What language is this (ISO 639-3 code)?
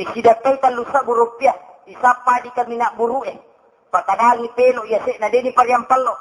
bug